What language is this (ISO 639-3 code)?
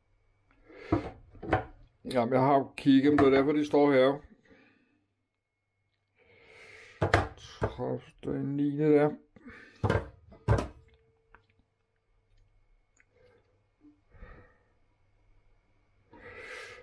dan